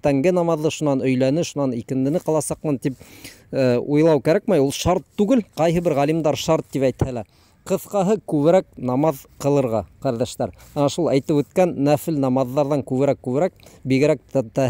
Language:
Bashkir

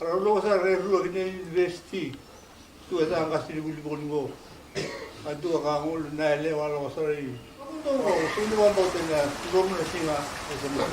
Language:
Fijian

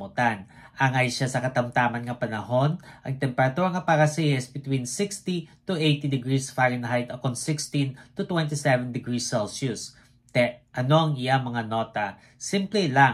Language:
Hiligaynon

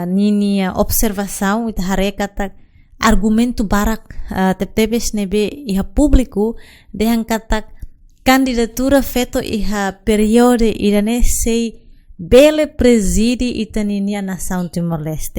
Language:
Tetum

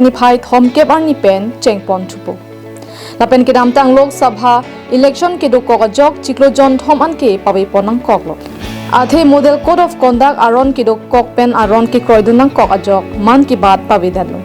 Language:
Karbi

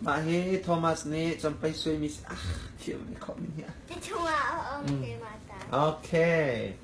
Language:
Hakha Chin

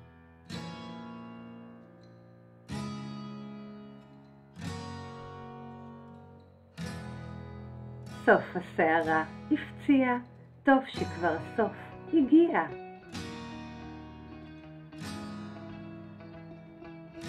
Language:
Hebrew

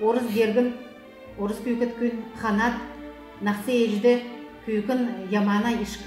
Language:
Kalmyk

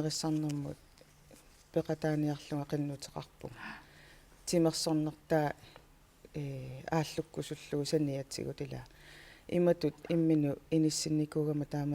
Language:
Kalaallisut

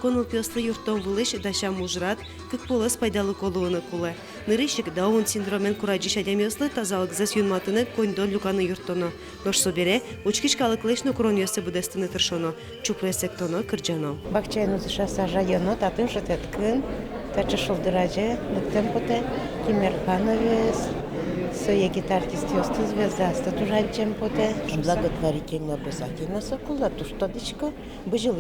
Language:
Udmurt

